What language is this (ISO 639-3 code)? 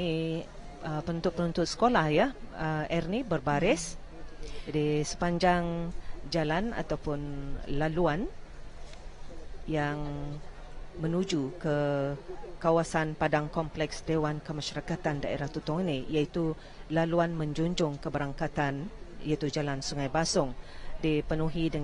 msa